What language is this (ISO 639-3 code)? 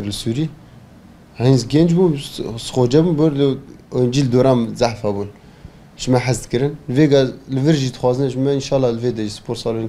kur